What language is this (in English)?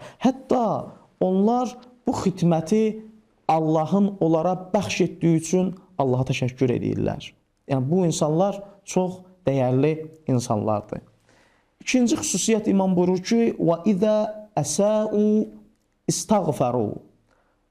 Azerbaijani